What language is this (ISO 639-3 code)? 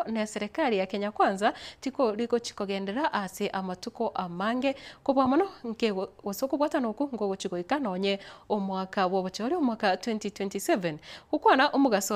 guz